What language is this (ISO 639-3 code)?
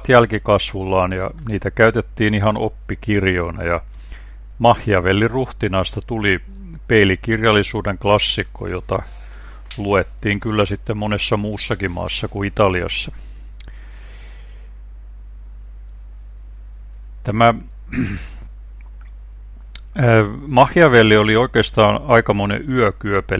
fin